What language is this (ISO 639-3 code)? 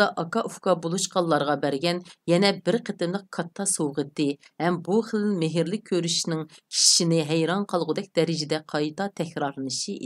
uig